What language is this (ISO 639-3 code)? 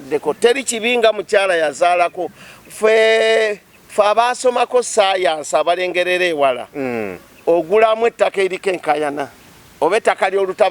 lug